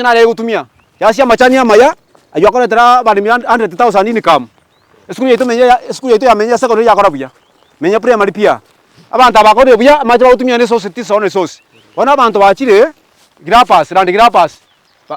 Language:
Gusii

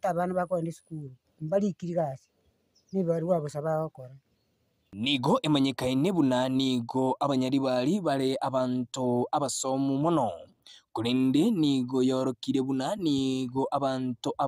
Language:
Gusii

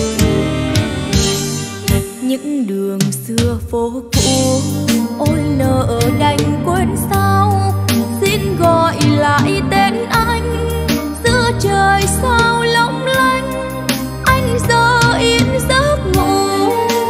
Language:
Vietnamese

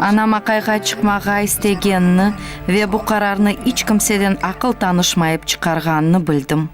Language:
Crimean Tatar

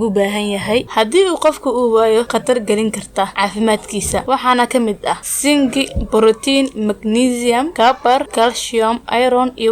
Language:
Somali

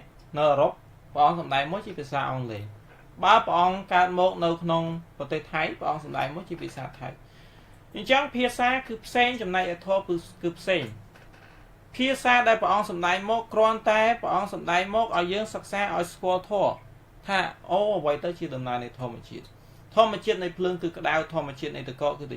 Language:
Khmer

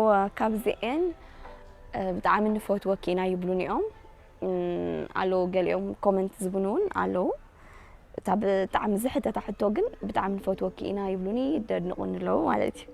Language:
Tigrinya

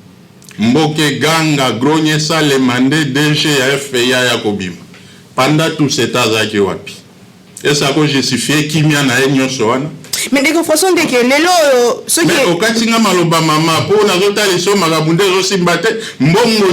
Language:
Lingala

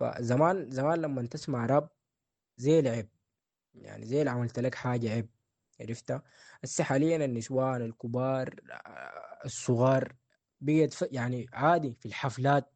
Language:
Sudanese Arabic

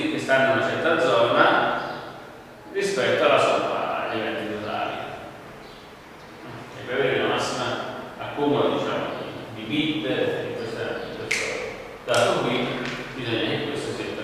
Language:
Italian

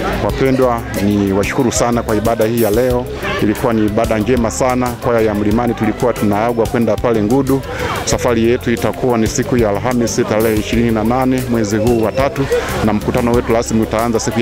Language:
Swahili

